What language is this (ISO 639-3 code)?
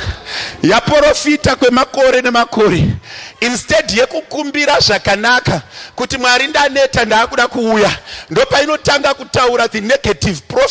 sna